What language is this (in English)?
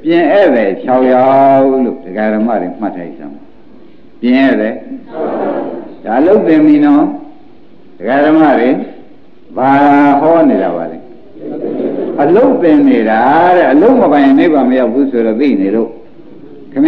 Burmese